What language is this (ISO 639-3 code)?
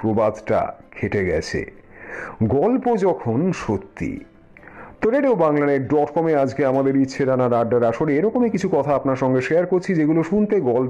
ben